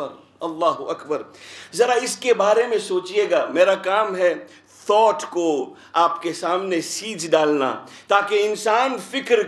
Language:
Urdu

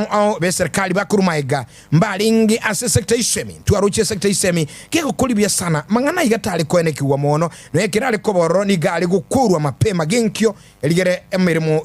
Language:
Gusii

